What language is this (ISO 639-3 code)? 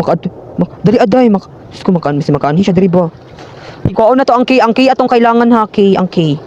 ceb